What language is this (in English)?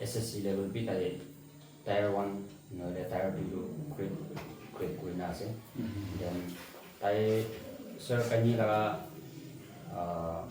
Naga Pidgin